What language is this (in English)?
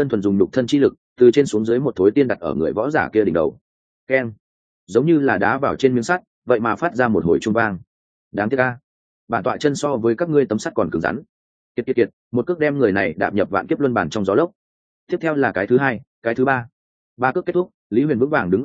Vietnamese